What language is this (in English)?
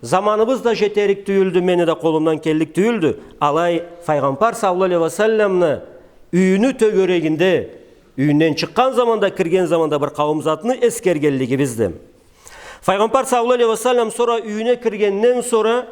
Karachay-Balkar